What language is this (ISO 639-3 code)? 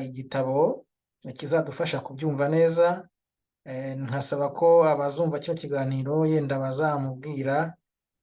kin